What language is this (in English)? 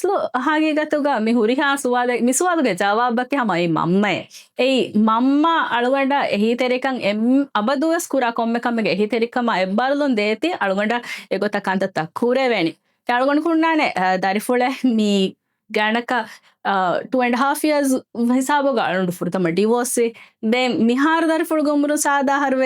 Divehi